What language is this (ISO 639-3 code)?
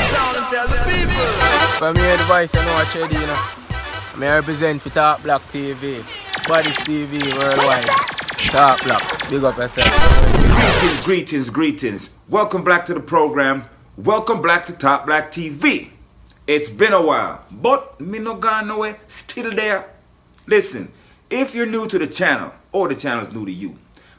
jam